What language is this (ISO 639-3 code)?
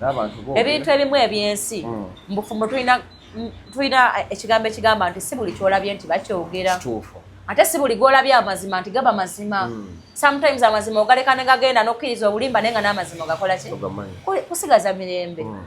lug